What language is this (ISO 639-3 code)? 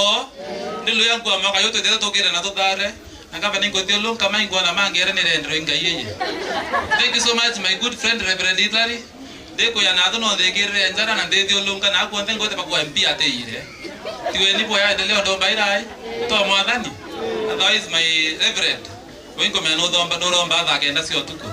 mer